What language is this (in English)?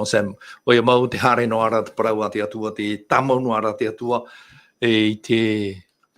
Tahitian